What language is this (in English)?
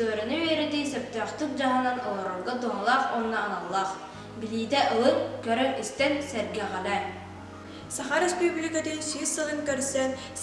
Yakut